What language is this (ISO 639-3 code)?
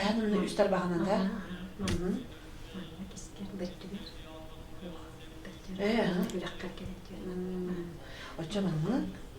sah